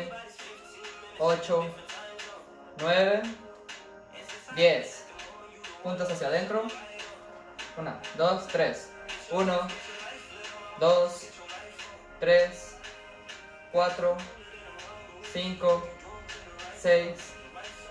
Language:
Spanish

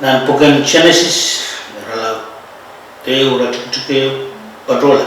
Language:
Pohnpeian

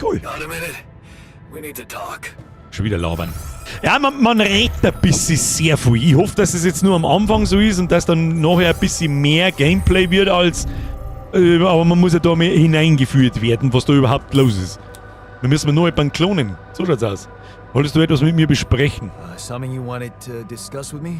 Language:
Bavarian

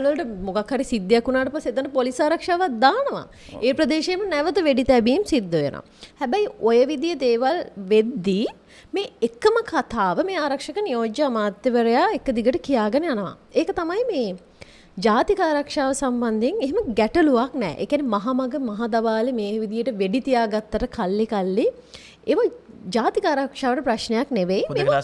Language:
Sinhala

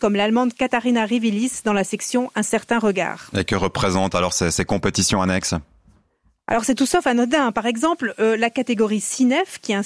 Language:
French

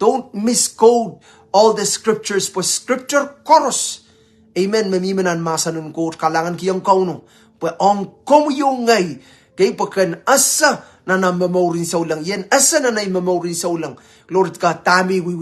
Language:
Pohnpeian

